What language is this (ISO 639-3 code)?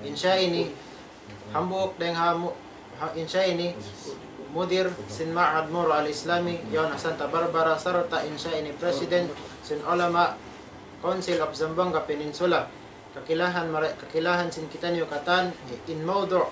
tsg